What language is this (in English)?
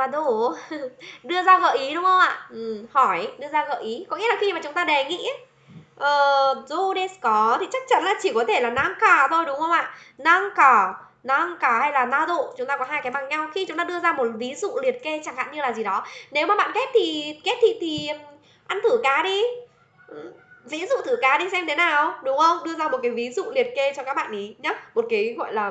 Vietnamese